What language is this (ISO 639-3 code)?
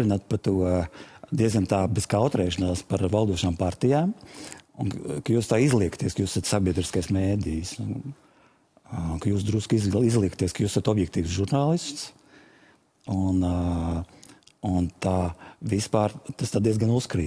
lav